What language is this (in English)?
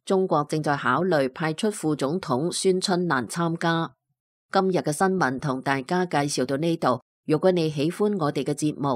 Cantonese